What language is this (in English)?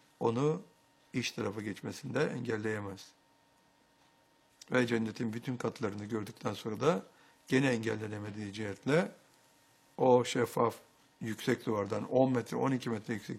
Turkish